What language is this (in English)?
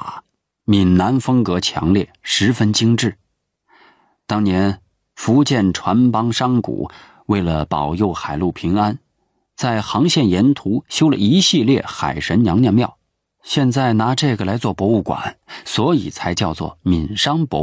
Chinese